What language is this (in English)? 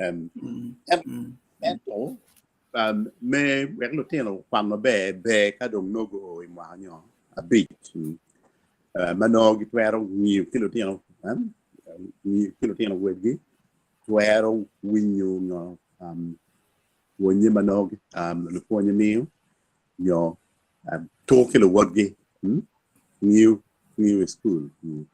Acoli